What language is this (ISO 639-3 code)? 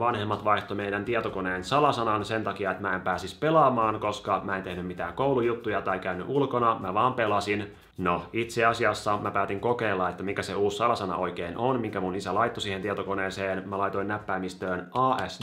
fin